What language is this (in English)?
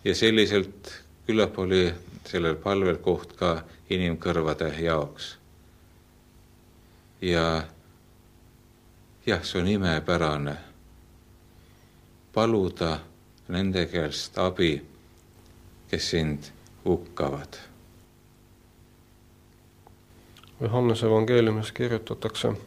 Estonian